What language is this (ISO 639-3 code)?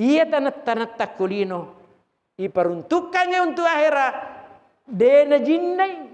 bug